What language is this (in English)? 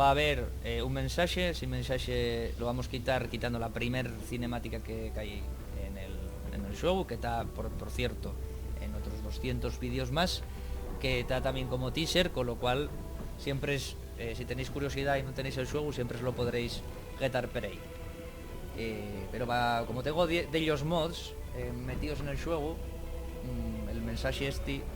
Asturian